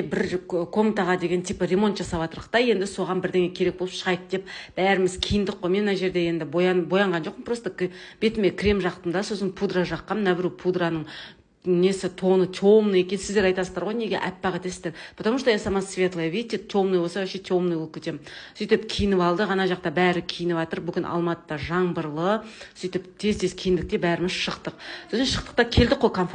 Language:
Kazakh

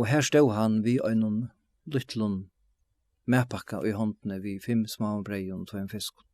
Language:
Faroese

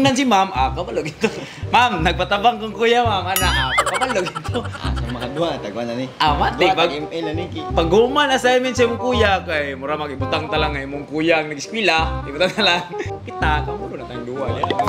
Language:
Cebuano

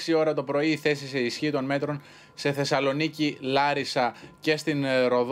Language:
Greek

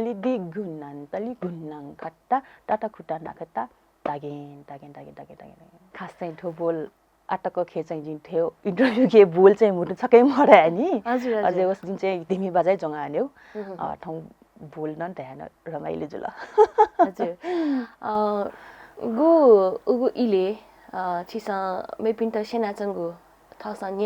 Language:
Newari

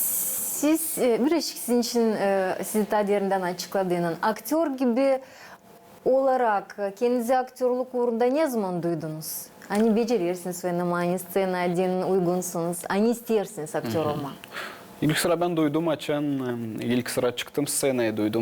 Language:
Gagauz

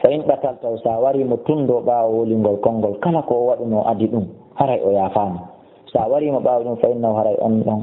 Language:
Fula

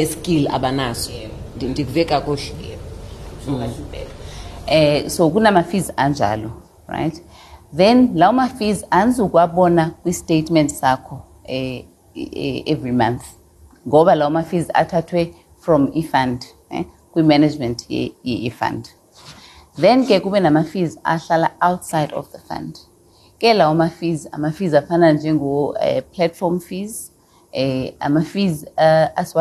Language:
Xhosa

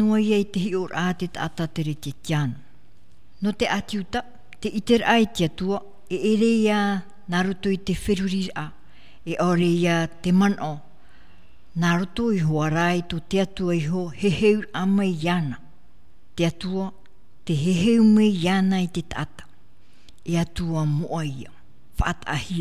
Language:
Tahitian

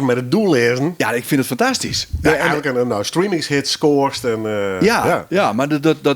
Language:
Western Frisian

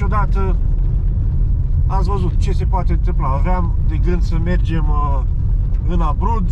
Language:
Romanian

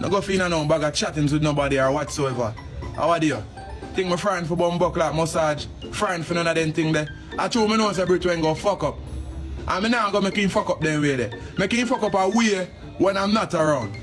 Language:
Jamaican Creole English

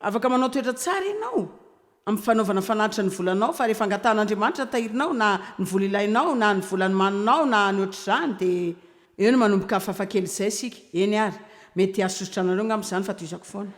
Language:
Malagasy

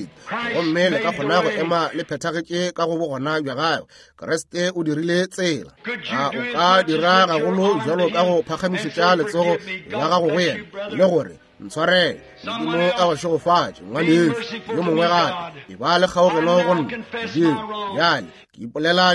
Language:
Northern Sotho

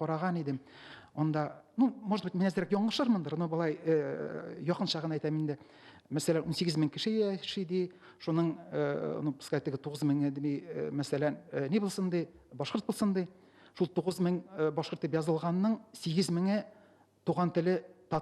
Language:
Tatar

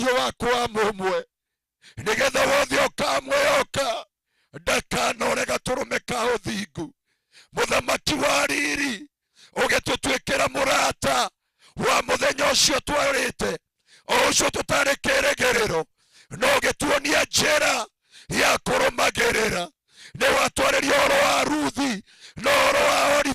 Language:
Kikuyu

